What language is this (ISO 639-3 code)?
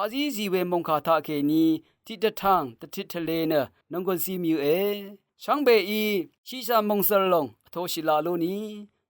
raw